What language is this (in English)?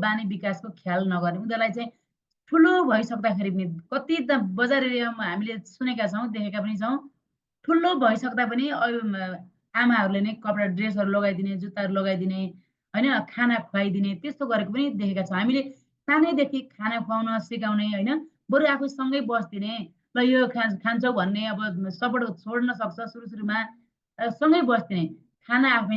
Nepali